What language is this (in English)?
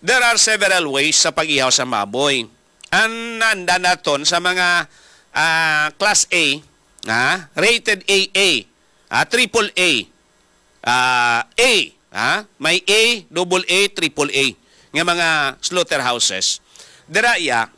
Hiligaynon